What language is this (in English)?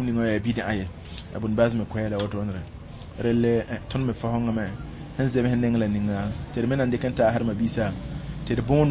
Mossi